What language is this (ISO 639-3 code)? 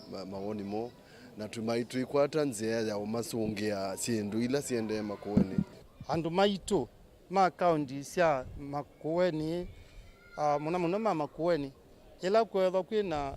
kam